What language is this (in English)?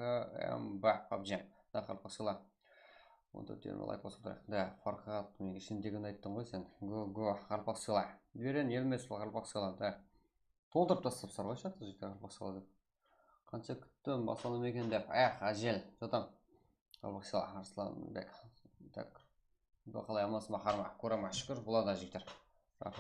Kara-Kalpak